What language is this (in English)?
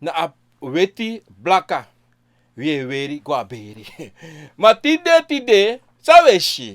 Sranan Tongo